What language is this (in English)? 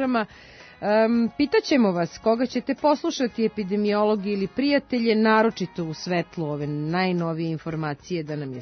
Serbian